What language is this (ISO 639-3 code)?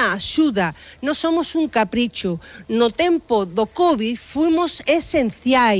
glg